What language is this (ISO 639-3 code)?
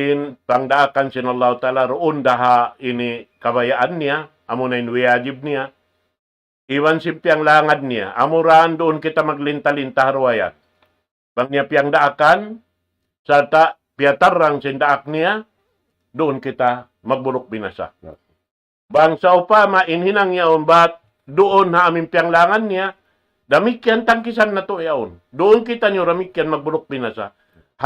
tsg